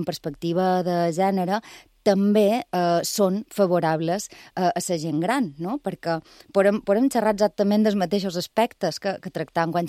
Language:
Catalan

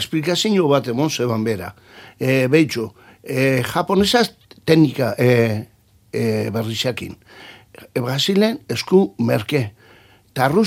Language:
Basque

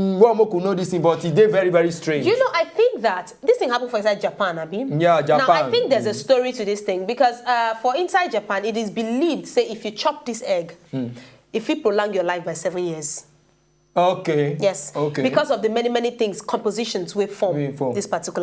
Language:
Nigerian Pidgin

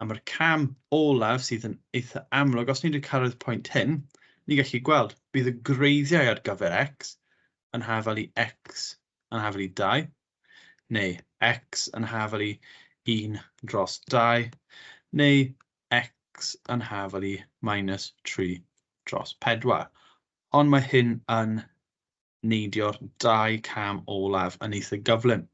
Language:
Welsh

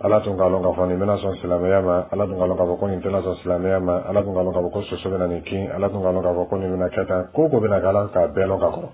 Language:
Dyula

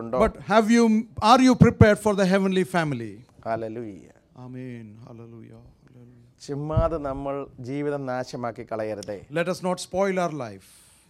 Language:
Malayalam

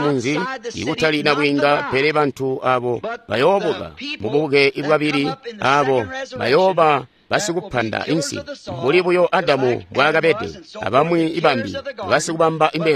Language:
Tonga (Zambia)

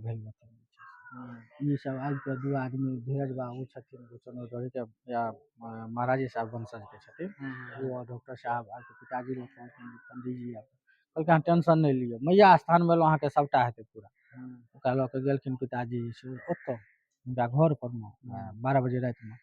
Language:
Maithili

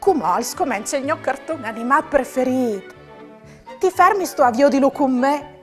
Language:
Friulian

